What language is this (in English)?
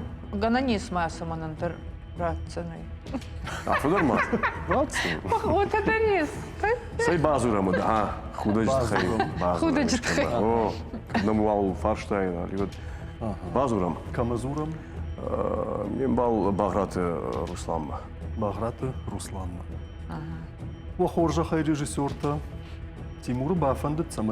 Ossetic